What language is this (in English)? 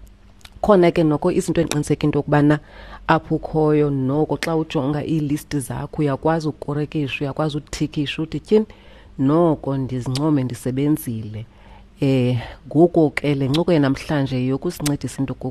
Xhosa